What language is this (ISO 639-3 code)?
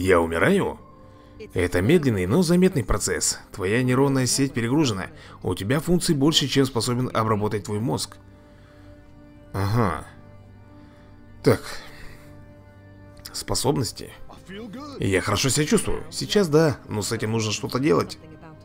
rus